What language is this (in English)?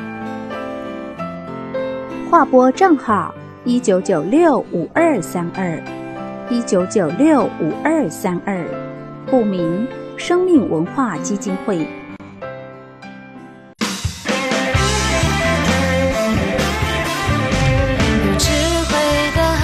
Chinese